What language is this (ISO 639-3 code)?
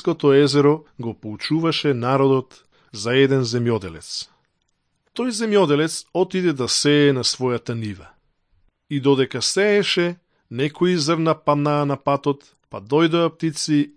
mkd